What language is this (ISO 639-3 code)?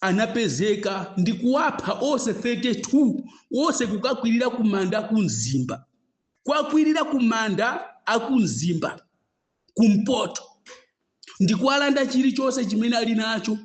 nya